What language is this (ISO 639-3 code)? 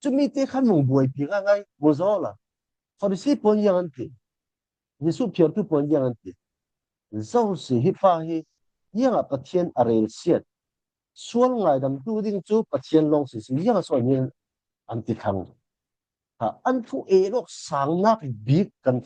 cfm